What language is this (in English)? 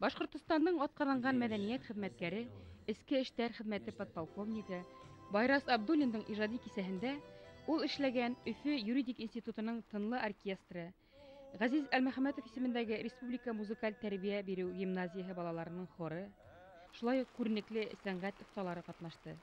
Bashkir